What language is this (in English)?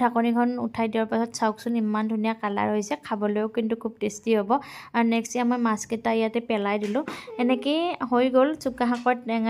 Assamese